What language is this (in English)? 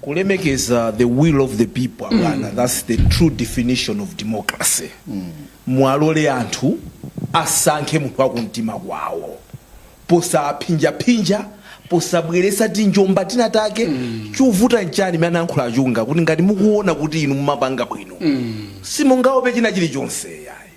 Nyanja